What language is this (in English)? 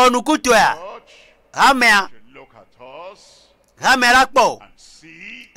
Ewe